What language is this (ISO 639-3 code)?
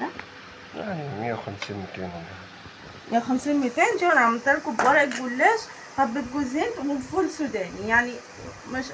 arz